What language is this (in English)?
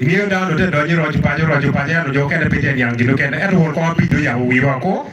Acoli